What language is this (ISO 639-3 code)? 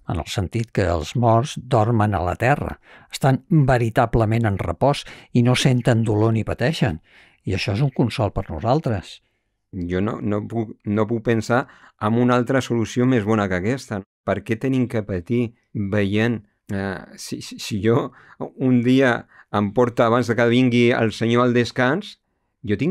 cat